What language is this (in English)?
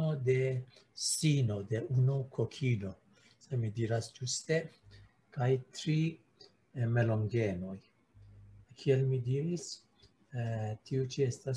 Esperanto